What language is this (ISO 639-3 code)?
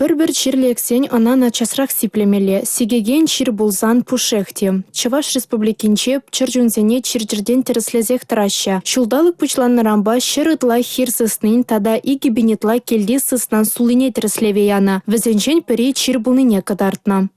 chv